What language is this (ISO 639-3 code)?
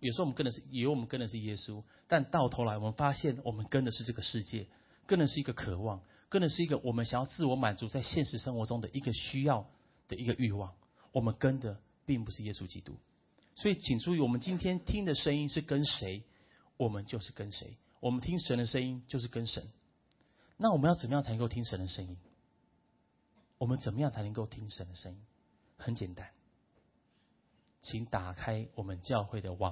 zho